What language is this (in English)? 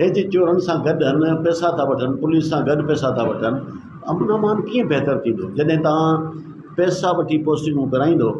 Sindhi